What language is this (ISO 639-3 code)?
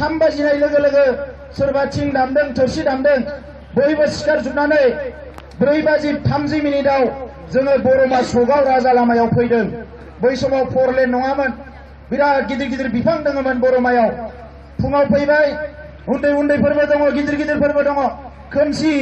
brx